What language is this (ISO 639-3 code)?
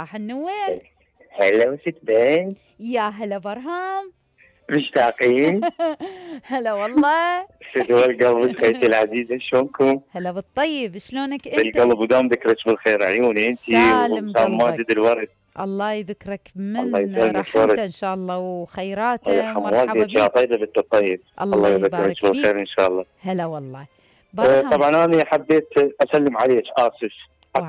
acm